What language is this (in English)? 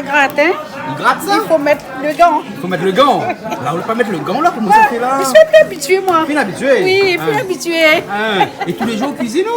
Réunion Creole French